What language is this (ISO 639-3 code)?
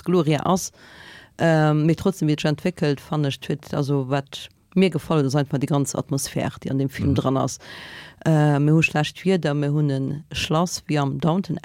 ltz